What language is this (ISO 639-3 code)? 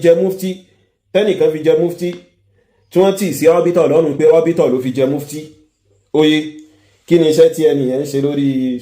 yor